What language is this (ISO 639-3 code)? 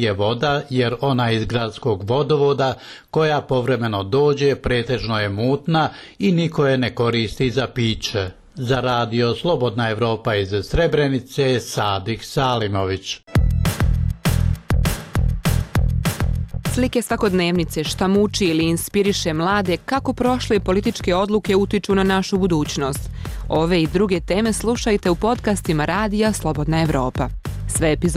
bos